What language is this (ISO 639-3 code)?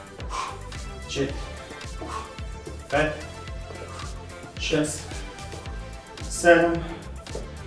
bul